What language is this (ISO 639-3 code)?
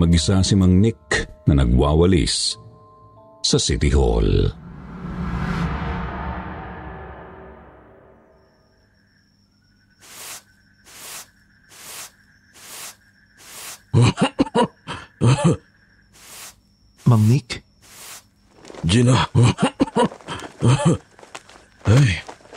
fil